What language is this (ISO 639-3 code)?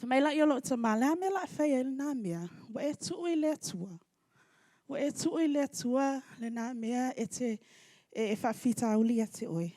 smo